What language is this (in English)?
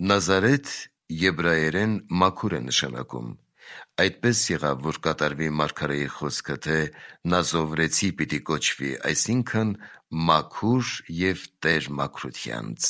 Armenian